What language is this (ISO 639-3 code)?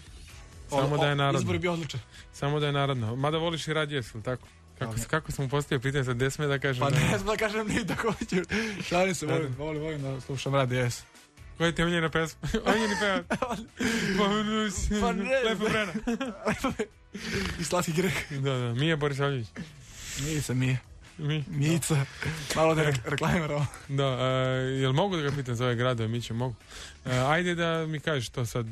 srp